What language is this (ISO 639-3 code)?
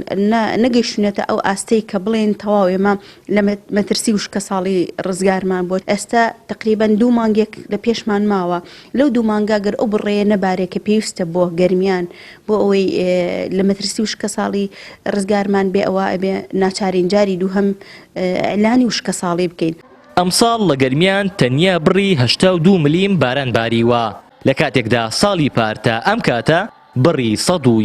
ckb